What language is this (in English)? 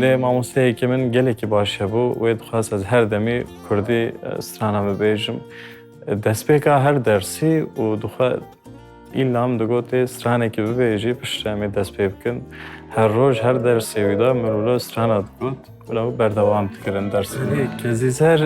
Kurdish